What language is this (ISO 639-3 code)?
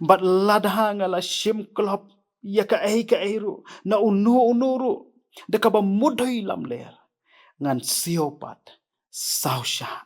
kha